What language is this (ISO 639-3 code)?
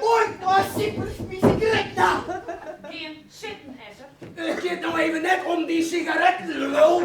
fry